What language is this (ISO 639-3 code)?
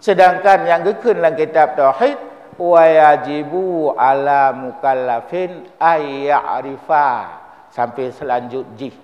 ace